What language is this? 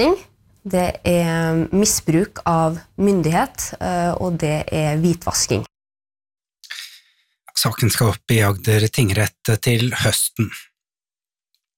Norwegian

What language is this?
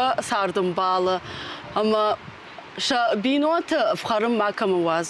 Ossetic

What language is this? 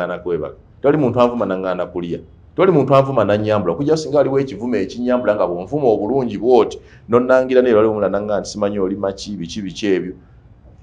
Ganda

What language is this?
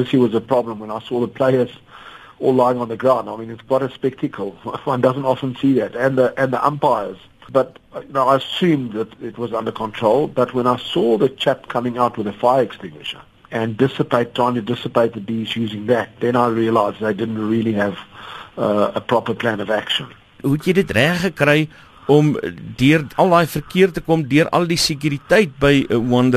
English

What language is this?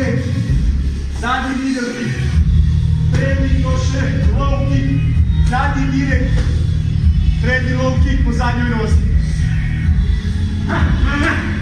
Croatian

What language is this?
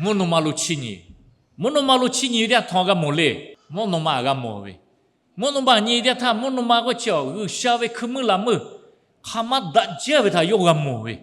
Lahu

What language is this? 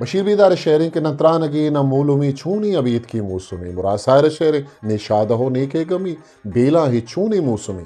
Eastern Balochi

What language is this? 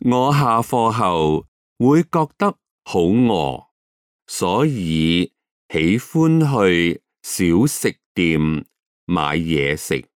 Cantonese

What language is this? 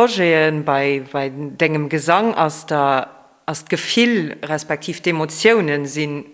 Luxembourgish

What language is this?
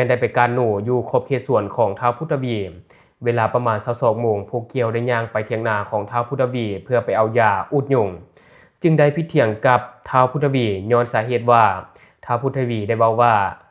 Lao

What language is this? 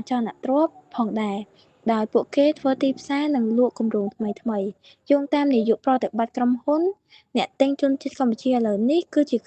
Khmer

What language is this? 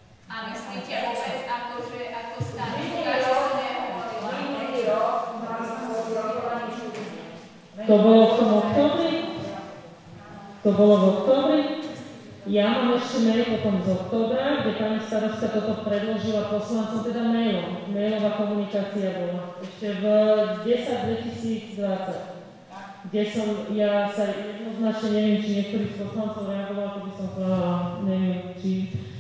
Slovak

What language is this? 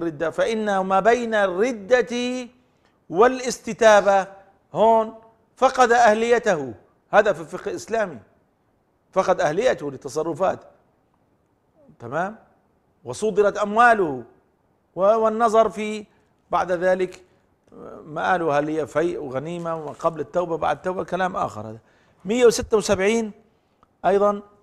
Arabic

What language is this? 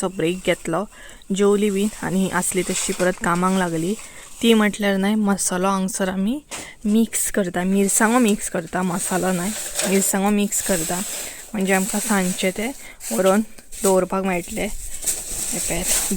Konkani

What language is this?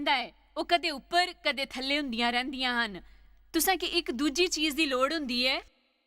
Dogri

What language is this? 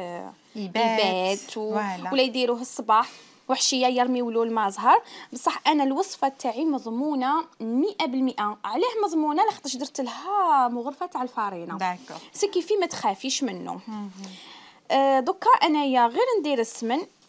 Algerian Arabic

